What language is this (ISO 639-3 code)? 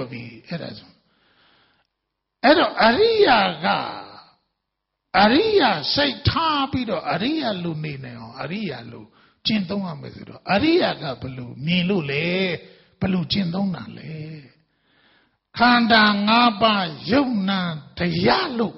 mya